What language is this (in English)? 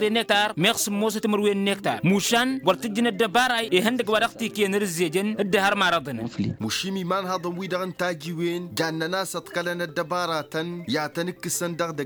Tamasheq